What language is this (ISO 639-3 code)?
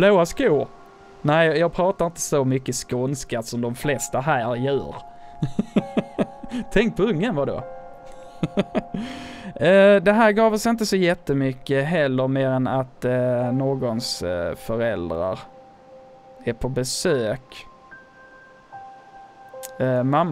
swe